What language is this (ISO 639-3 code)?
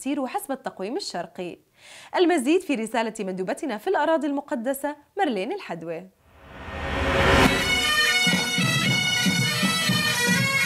ara